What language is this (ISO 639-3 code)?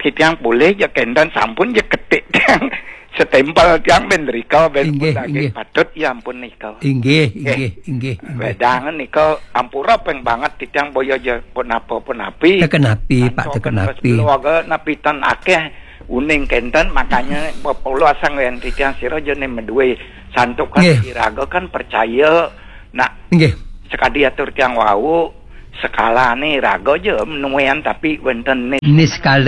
ban